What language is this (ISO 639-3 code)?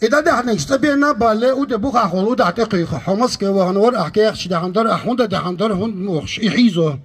che